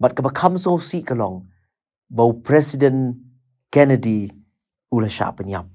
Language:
Khasi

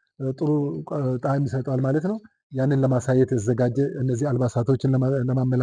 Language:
Amharic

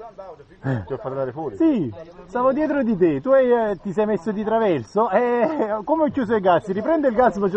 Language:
Italian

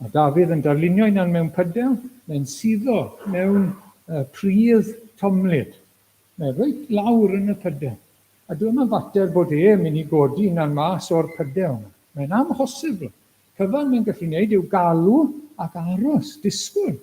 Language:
Welsh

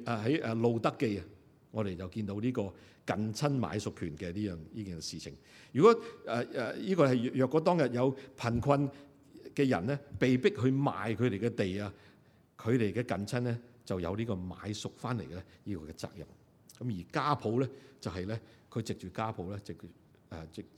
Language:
Cantonese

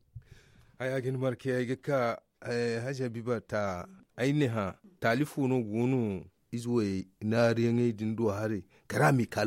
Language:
Zarma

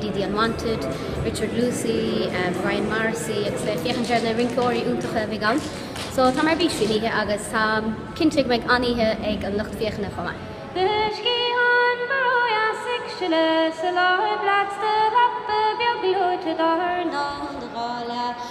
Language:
Irish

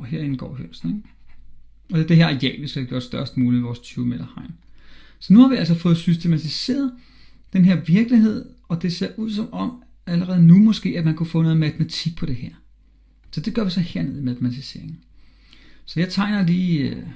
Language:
Danish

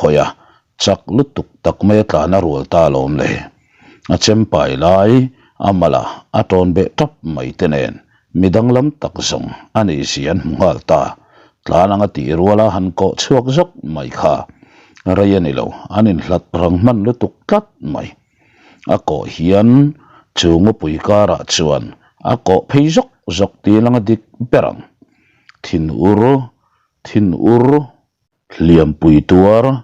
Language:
Mizo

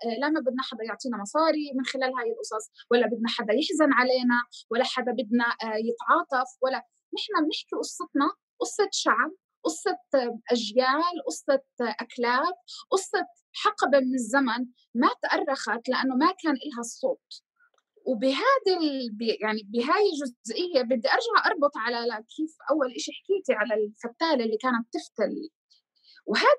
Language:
North Levantine Arabic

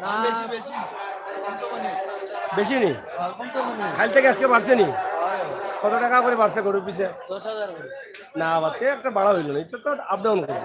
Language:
Sylheti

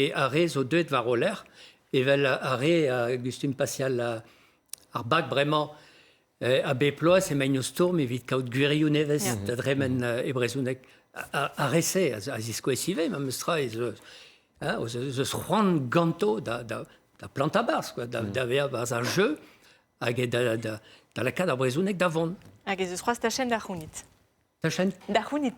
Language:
Breton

